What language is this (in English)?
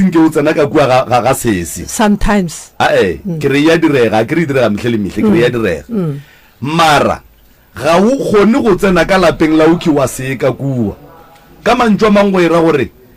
Northern Sotho